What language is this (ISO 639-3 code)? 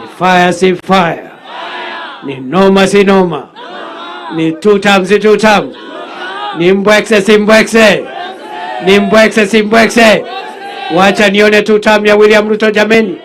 guz